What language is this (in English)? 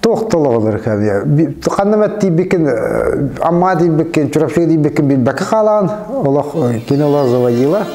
Yakut